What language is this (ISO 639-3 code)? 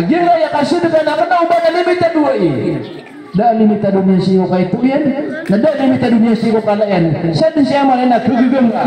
mrw